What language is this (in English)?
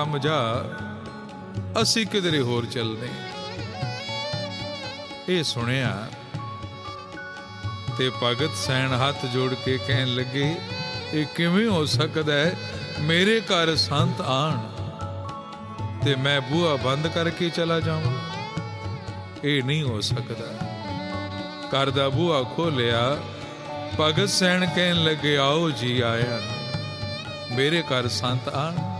Punjabi